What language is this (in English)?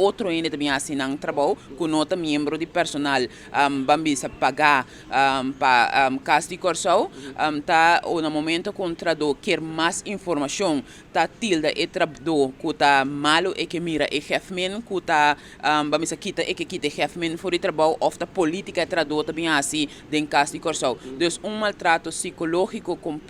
Papiamento